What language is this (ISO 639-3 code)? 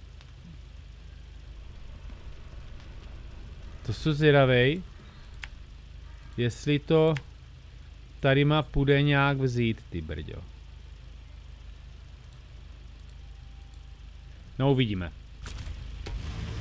ces